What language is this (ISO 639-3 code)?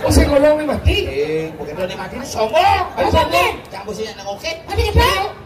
ban